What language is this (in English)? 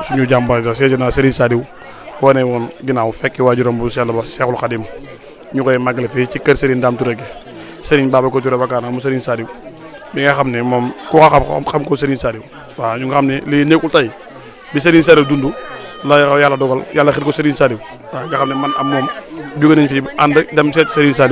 Wolof